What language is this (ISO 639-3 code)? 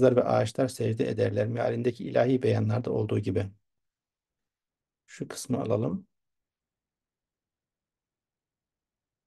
tur